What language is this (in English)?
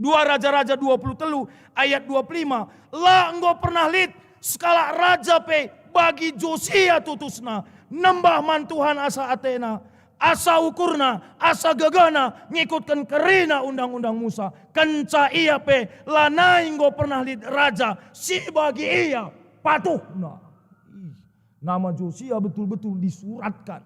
Batak Karo